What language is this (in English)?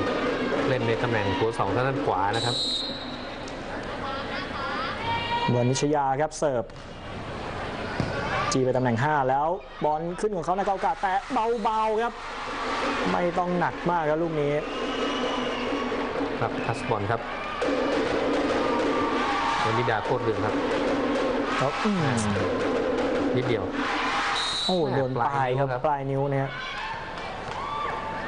Thai